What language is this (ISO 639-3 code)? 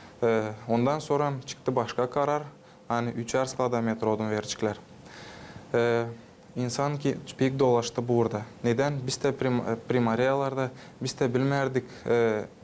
gag